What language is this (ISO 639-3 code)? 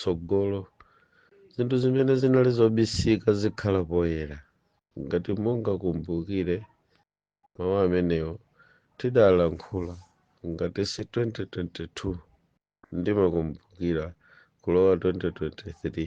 nya